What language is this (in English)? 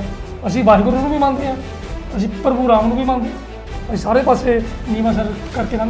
Punjabi